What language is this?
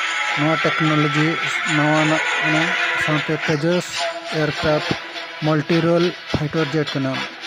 Santali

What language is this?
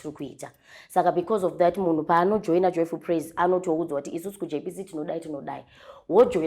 Shona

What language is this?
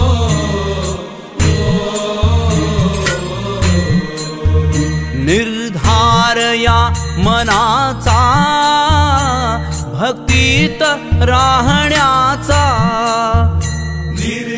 Marathi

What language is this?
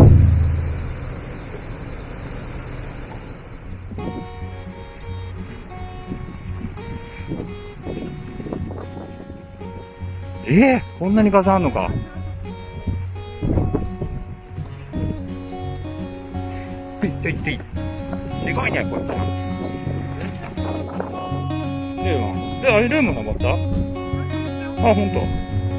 Japanese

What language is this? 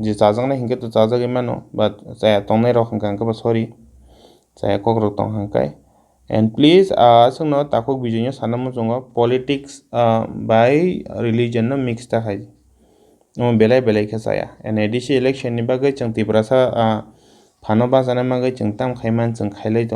Kok Borok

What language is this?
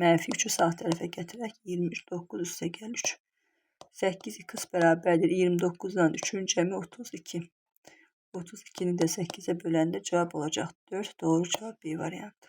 Azerbaijani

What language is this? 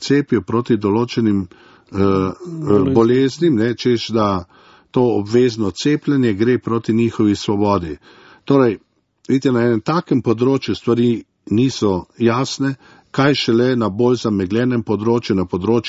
Slovenian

